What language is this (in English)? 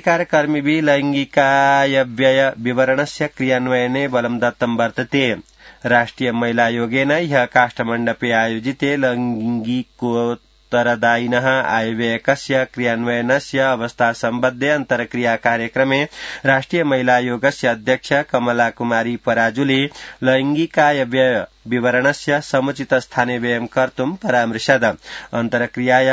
Sanskrit